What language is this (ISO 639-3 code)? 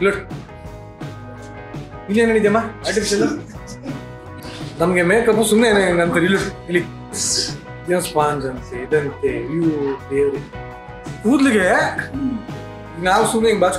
kan